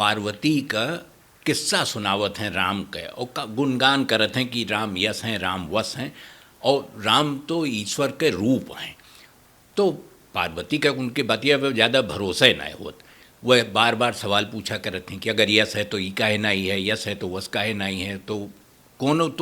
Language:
Awadhi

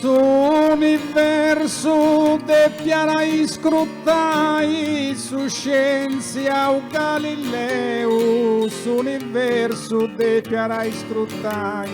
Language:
Sardinian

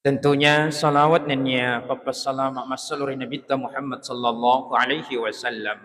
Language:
Buginese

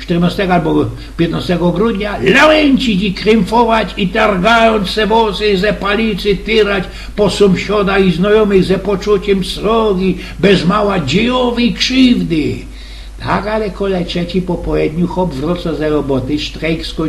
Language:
Silesian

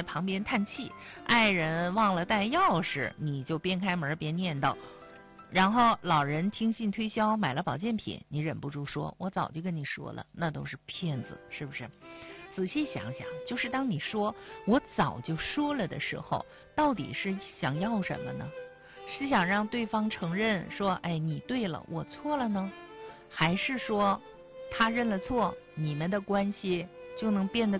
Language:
Chinese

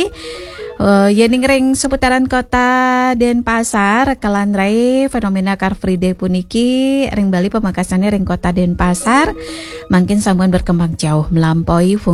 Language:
Balinese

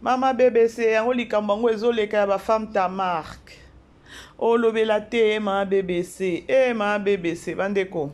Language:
Lingala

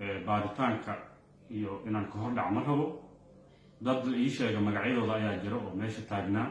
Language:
Somali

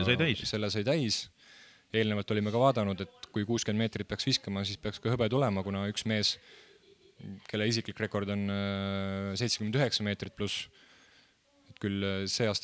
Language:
Estonian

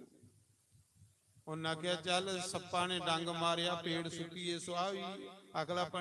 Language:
Dogri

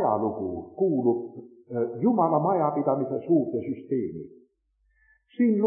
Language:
Estonian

